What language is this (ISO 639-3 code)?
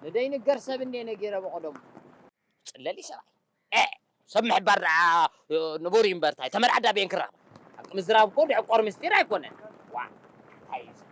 tir